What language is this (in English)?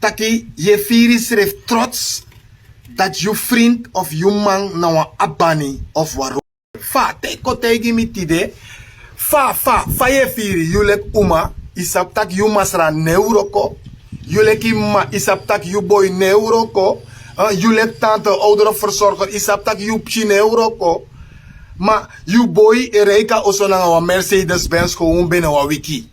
Sranan Tongo